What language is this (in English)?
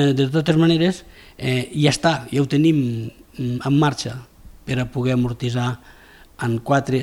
Catalan